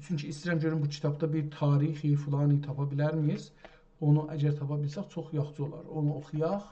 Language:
South Azerbaijani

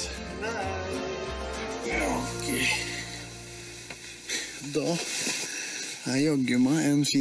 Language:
Norwegian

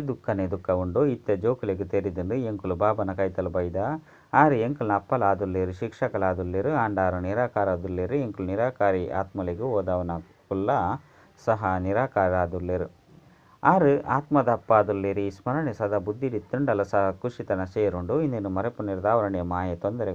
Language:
Tulu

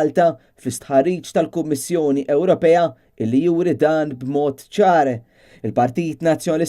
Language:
Maltese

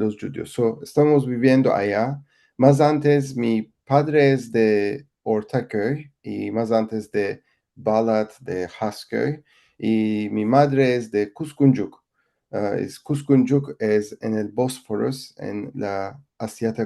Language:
Ladino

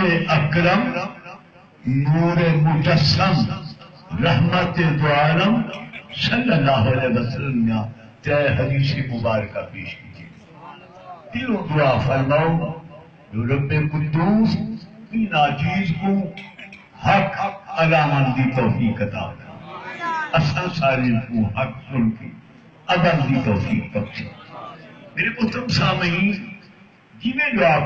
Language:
Saraiki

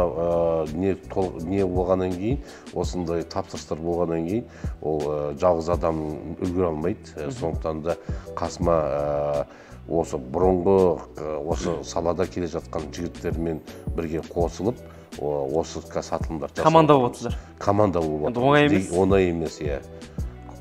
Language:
Kazakh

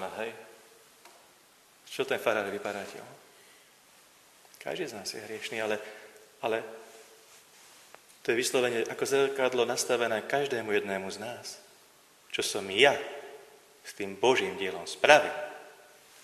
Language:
Slovak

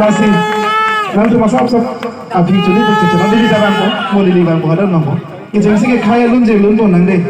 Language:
Karbi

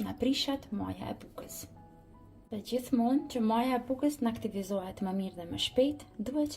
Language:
Albanian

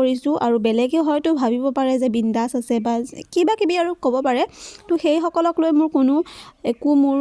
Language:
Assamese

